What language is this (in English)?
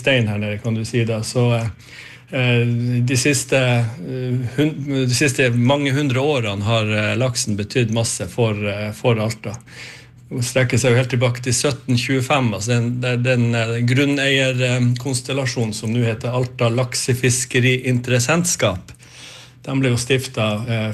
Norwegian